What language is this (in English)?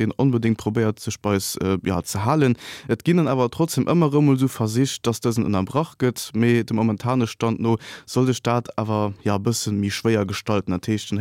Luxembourgish